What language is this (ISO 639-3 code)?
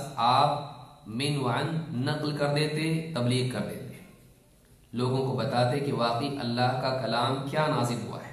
urd